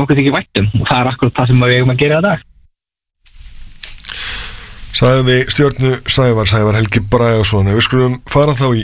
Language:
Icelandic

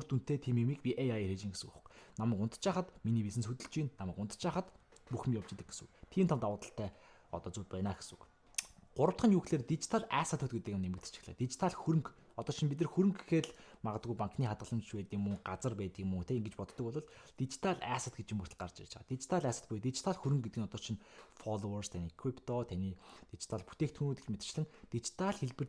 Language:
Mongolian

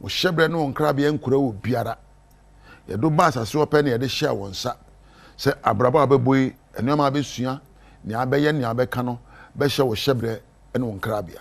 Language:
Akan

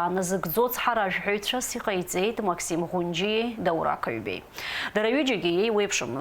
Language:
Abkhazian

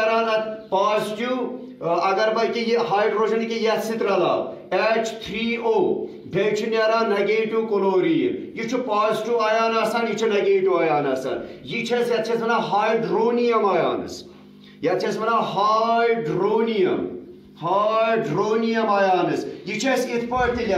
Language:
Kashmiri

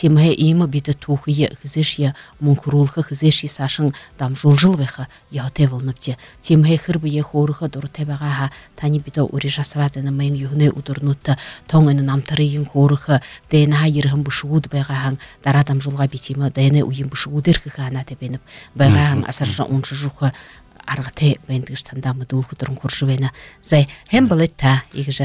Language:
Buriat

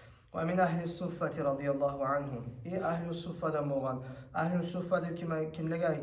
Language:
Kumyk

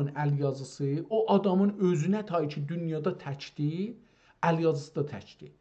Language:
South Azerbaijani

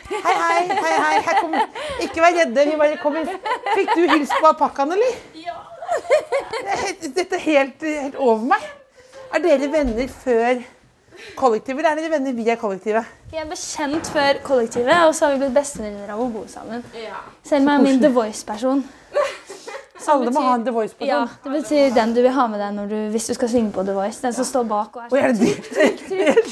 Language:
Norwegian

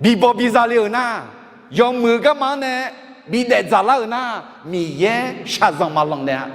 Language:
Akha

